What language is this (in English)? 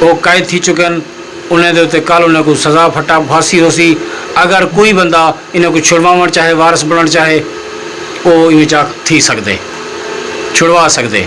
Saraiki